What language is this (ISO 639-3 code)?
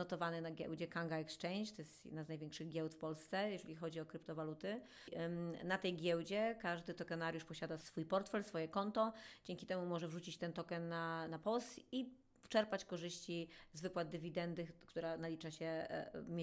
pol